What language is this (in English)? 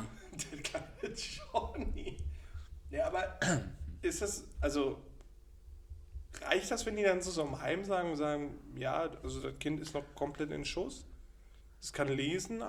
German